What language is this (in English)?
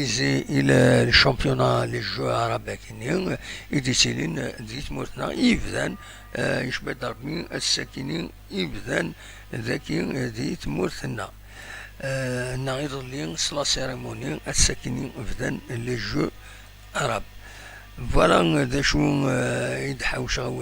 Kabyle